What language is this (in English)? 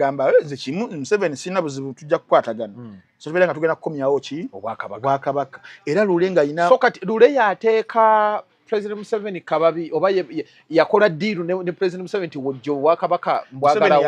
Ganda